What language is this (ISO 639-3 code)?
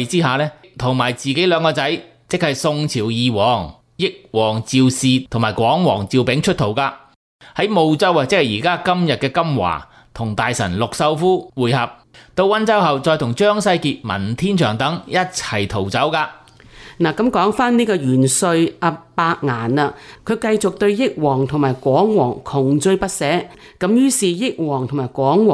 yue